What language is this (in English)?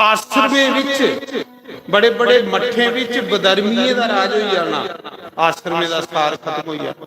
Dogri